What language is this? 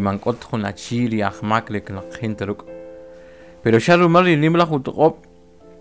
Kʼicheʼ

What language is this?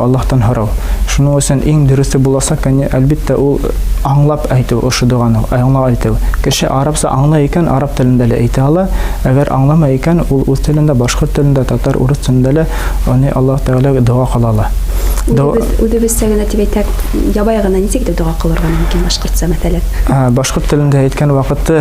Bashkir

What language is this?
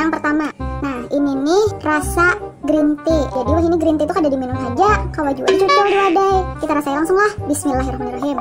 Banjar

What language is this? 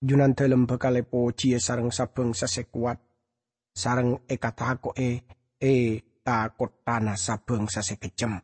Madurese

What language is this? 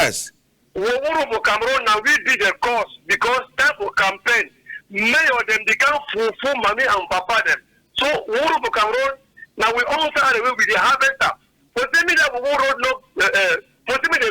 Cameroon Pidgin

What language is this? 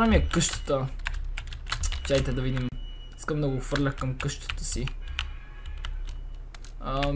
Bulgarian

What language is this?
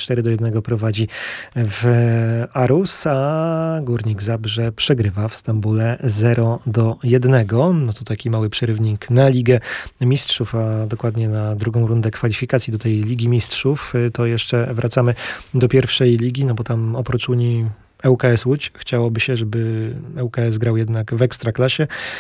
Polish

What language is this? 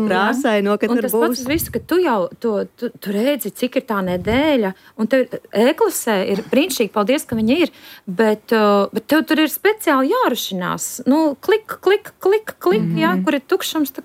Latvian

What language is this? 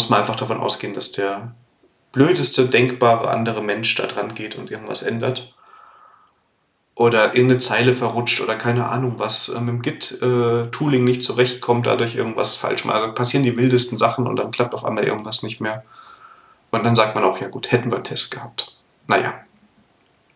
German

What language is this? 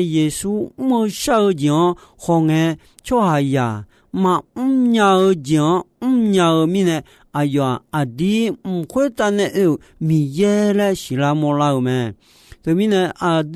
Akha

